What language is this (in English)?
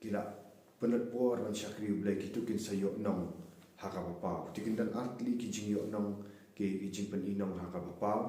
Khasi